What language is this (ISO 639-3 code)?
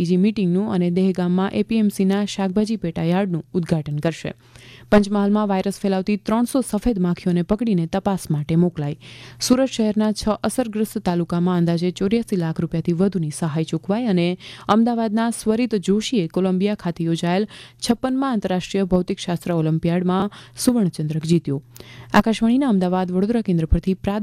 guj